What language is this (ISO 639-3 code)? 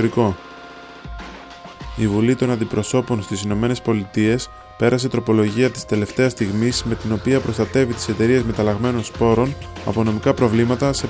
ell